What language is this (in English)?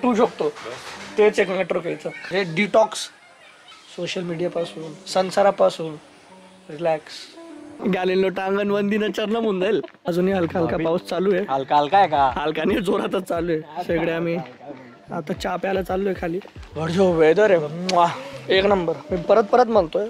Marathi